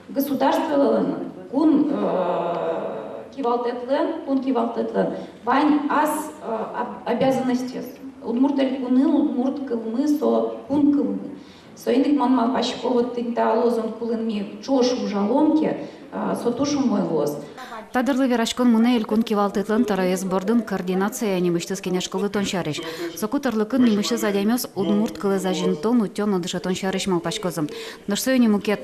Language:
Udmurt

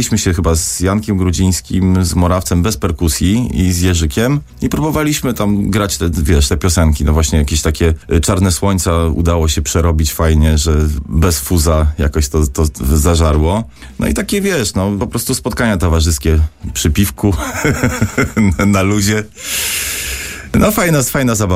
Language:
Polish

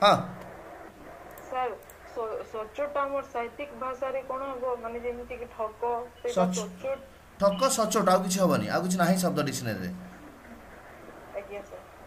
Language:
Odia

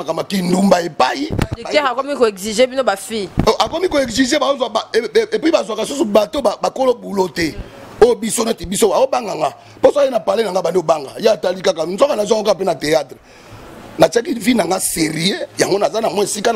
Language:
Lingala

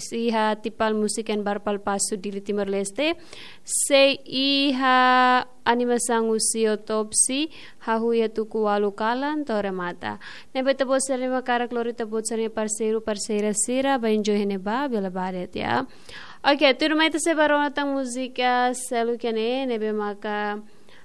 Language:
Tetum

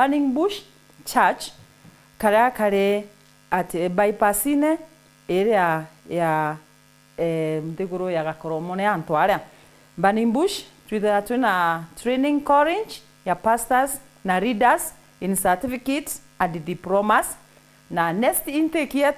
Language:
Meru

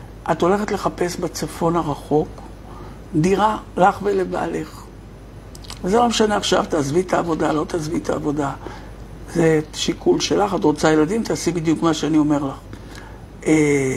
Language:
Hebrew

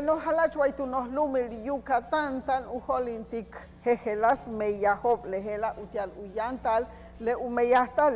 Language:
Yucateco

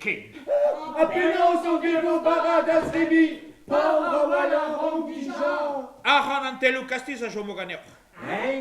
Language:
Breton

